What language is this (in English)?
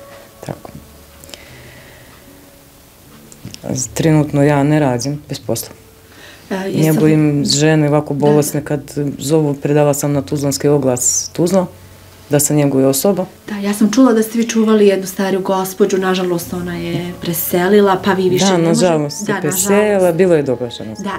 Bosnian